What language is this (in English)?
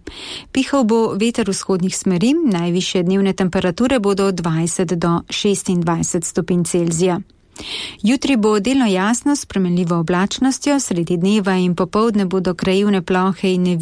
Slovenian